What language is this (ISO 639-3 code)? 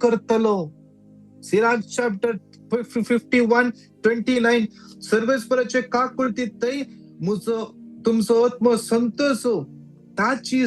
kok